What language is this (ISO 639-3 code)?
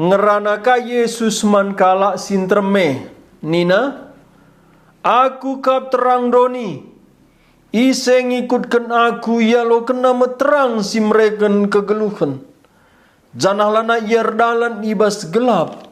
btx